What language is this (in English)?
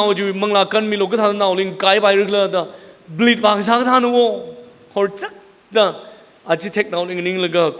Tangkhul Naga (India)